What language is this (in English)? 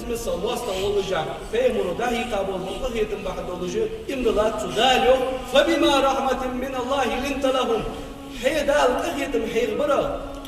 Ingush